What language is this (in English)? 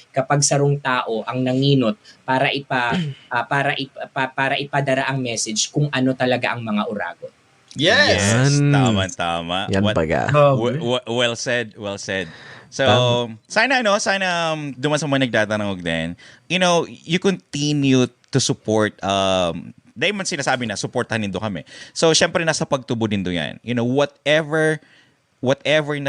Bikol